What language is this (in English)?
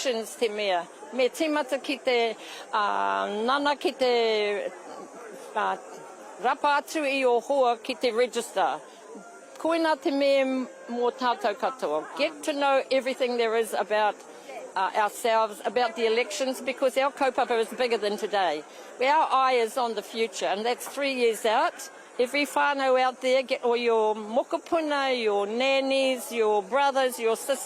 Māori